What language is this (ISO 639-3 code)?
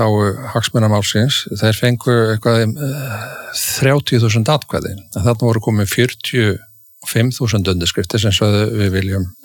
isl